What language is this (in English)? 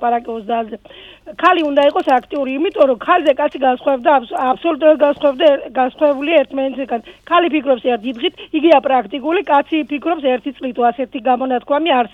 Georgian